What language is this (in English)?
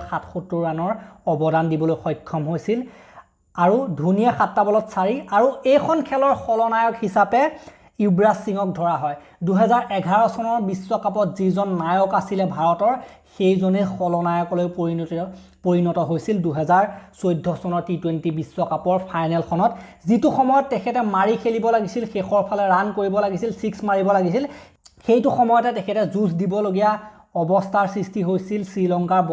Assamese